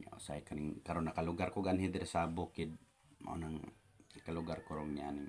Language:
Cebuano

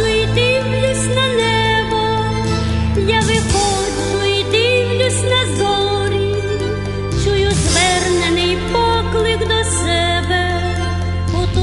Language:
Ukrainian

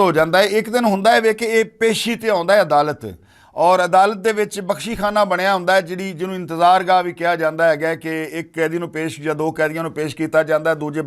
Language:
Western Panjabi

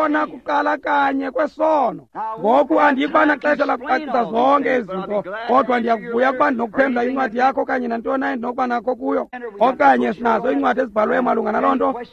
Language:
Xhosa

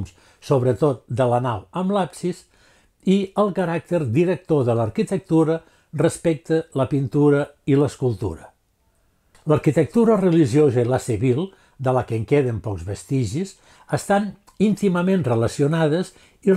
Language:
Catalan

